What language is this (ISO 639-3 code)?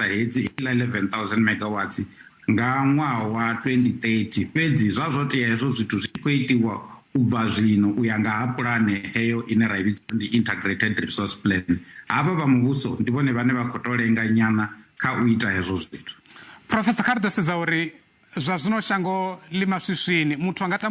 ven